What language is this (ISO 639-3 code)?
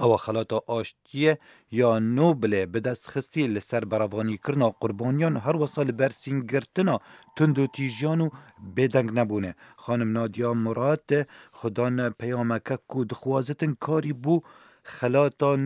kur